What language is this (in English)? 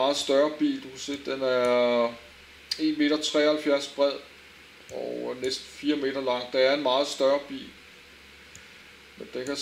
Danish